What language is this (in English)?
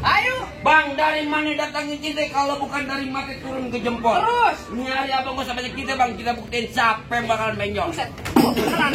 Betawi